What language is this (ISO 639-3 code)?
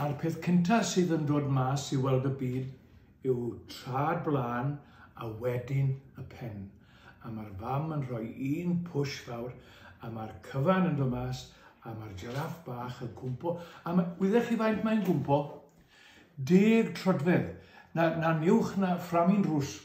cym